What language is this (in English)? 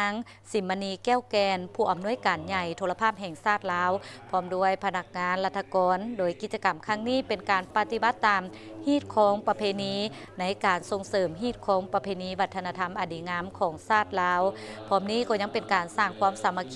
Lao